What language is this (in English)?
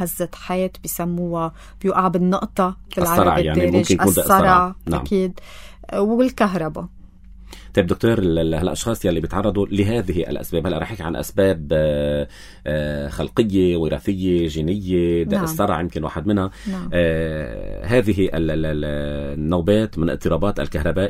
North Levantine Arabic